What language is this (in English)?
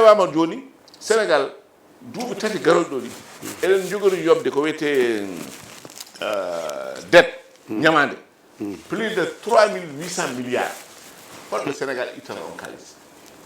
Fula